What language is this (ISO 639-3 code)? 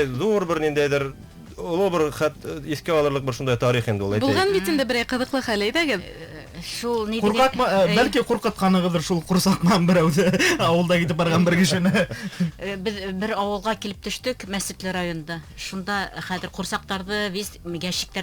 bak